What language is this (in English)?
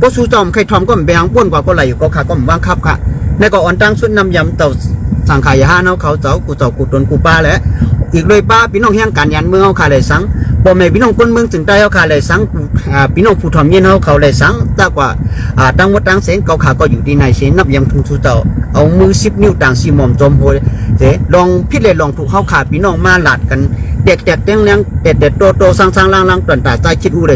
Shan